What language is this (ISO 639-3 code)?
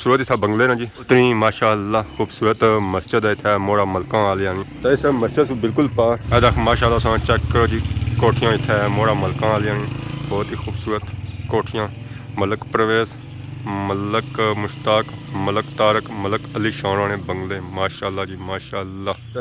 phr